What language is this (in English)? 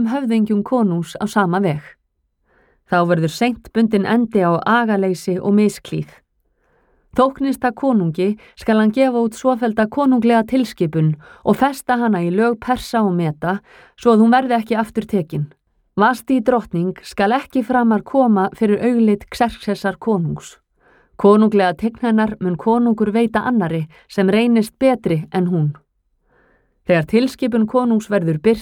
Icelandic